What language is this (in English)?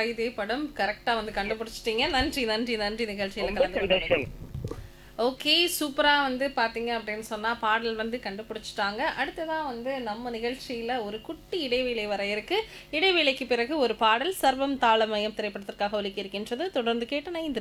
Tamil